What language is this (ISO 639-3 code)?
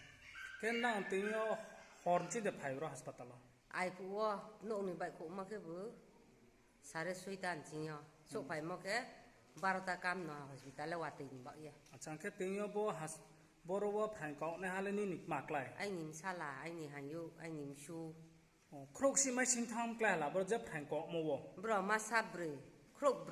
ria